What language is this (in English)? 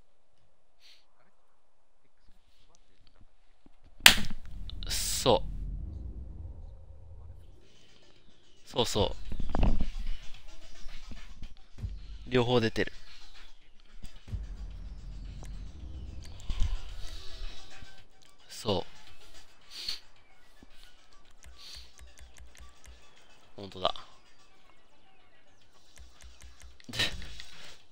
Japanese